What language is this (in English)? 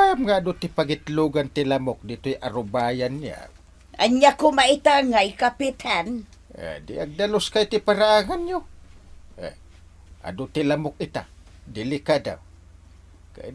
Iloko